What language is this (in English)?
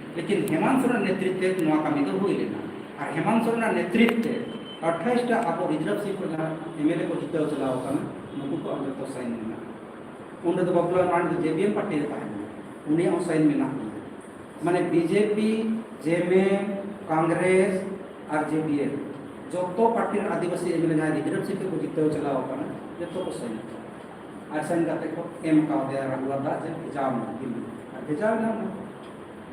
Santali